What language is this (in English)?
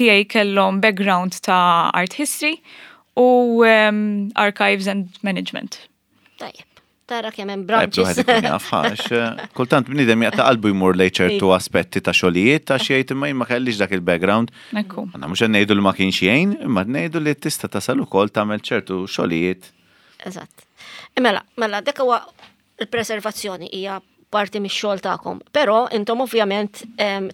Maltese